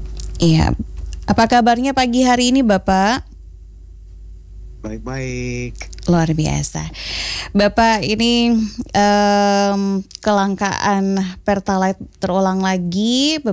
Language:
Indonesian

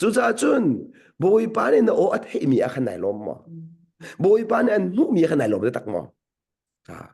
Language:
Hakha Chin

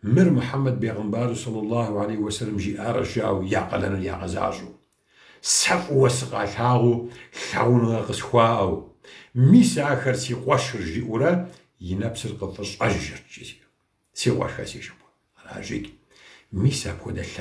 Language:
Kabardian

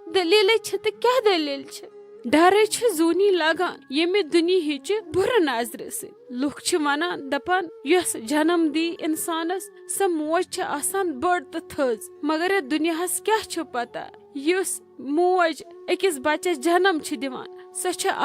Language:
Kashmiri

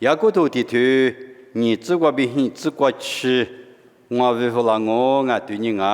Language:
Lisu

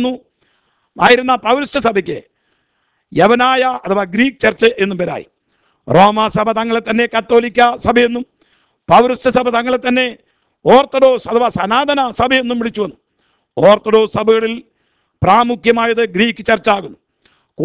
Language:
Malayalam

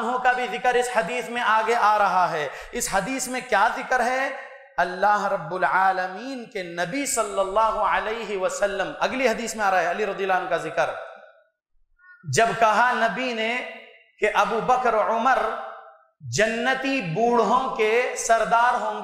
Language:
Urdu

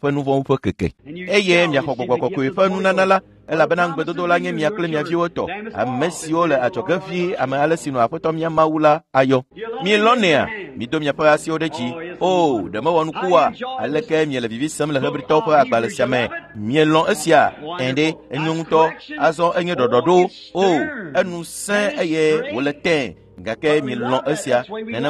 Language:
Ewe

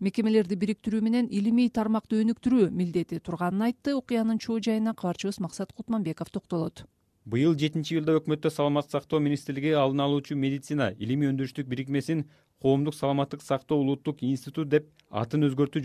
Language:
Kyrgyz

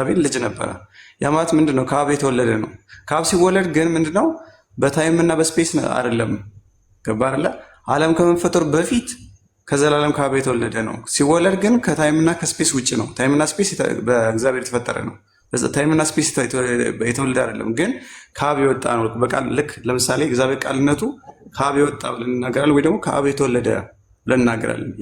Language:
Amharic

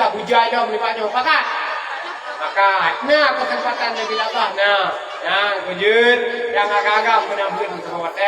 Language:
Achinese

